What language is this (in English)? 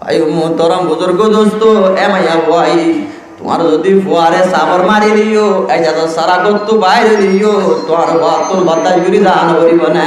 Rohingya